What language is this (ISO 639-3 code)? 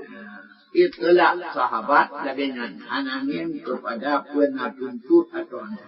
ace